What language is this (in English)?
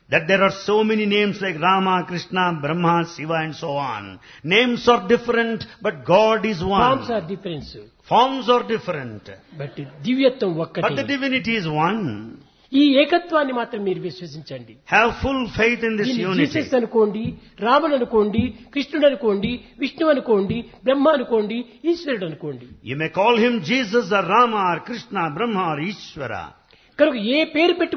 Telugu